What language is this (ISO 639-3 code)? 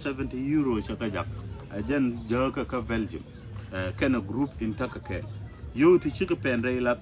nus